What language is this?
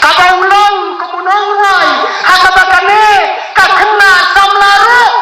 Khasi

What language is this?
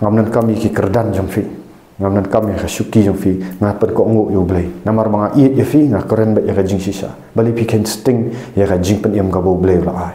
Khasi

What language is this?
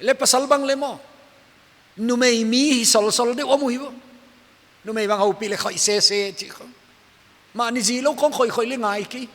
Paite Chin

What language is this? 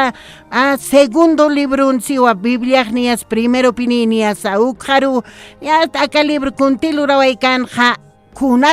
Aymara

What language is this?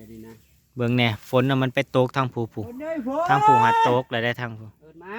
Northeastern Thai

